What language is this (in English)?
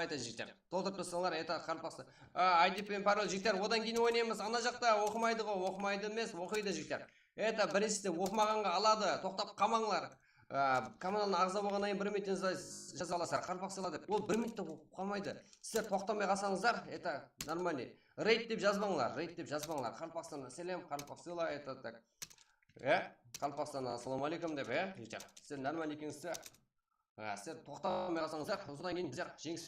Kara-Kalpak